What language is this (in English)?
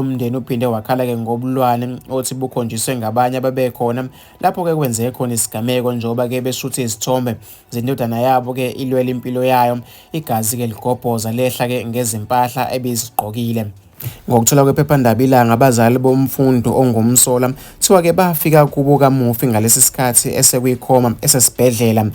Zulu